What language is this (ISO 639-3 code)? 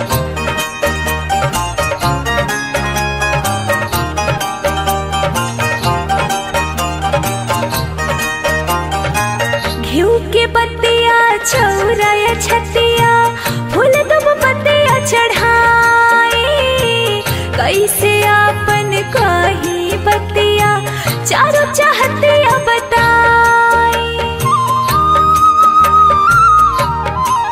bho